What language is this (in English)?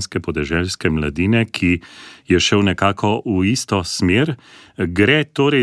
Slovenian